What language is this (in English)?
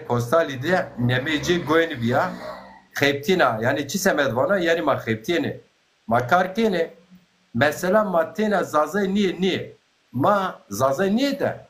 Zaza